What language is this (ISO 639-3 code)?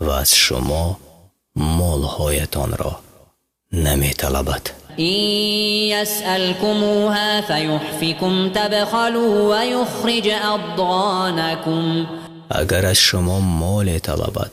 fas